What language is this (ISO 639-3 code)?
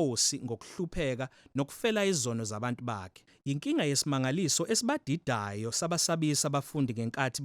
zul